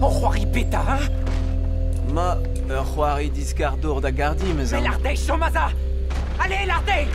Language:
Breton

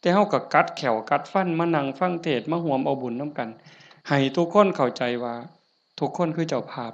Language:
Northeastern Thai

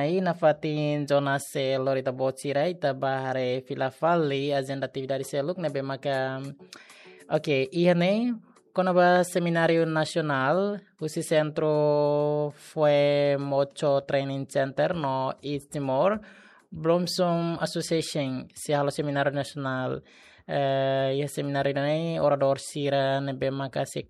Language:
Tetum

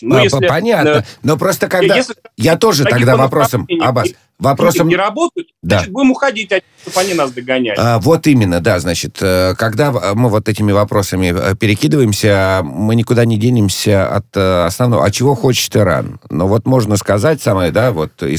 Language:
Russian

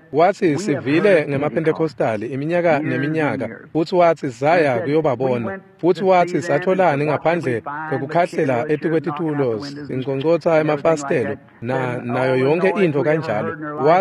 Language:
Swati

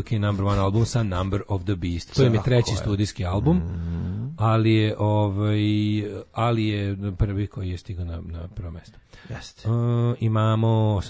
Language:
Serbian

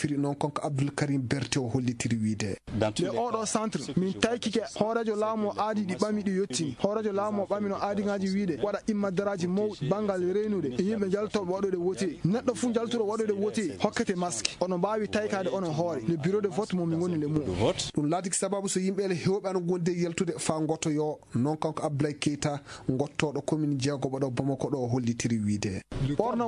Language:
Maasina Fulfulde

